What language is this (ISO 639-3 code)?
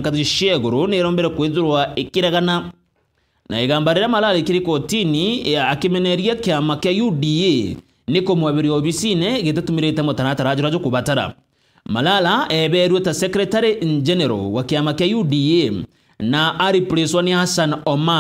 mer